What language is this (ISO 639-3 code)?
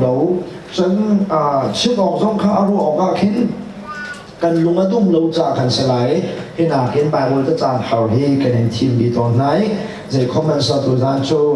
cnh